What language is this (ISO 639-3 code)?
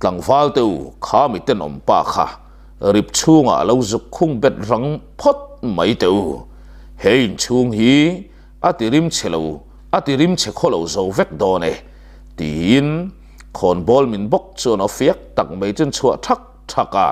lus